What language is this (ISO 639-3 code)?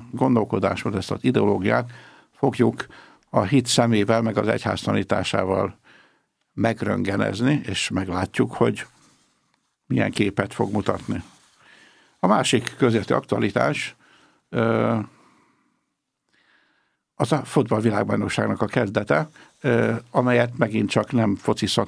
hun